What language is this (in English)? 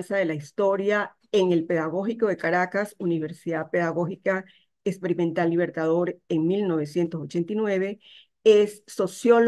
Spanish